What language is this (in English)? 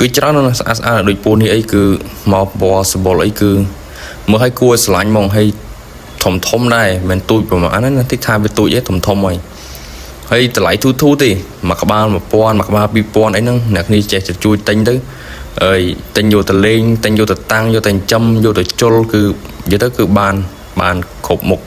Khmer